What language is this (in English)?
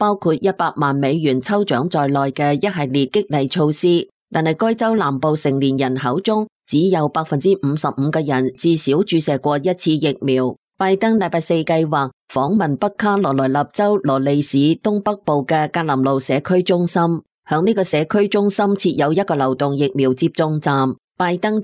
Cantonese